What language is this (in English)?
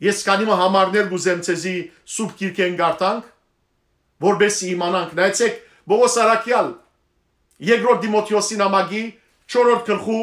Western Armenian